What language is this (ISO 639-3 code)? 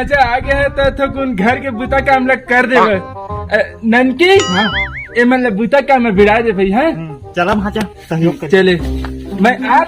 hne